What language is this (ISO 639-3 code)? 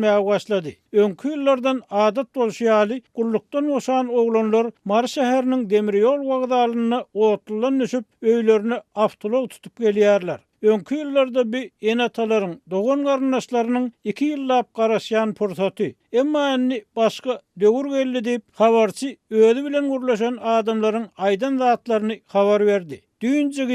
tuk